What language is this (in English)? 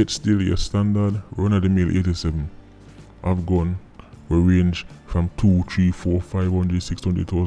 Jamaican Creole English